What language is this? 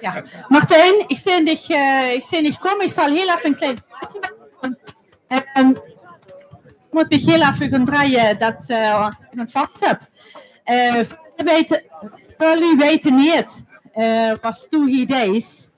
Limburgish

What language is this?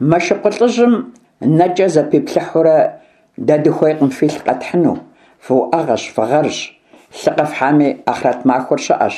Kabardian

